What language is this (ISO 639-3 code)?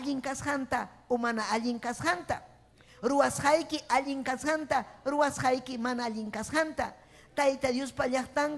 quy